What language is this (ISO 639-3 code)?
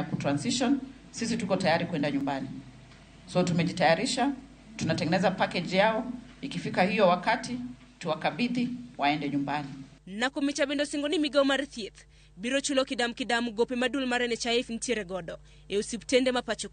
luo